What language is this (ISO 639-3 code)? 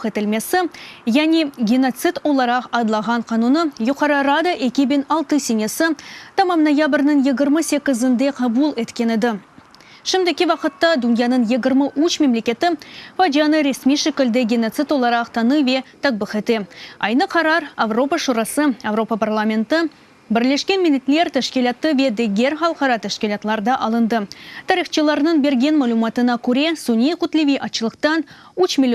crh